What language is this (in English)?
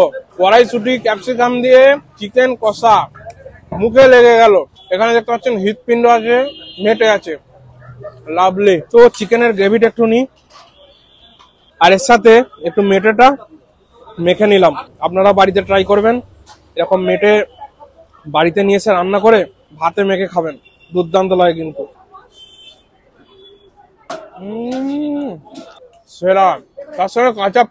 Bangla